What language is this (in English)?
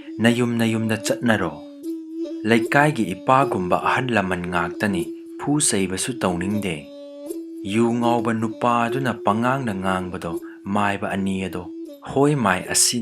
Manipuri